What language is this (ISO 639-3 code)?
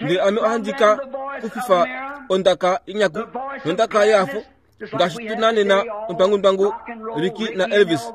kua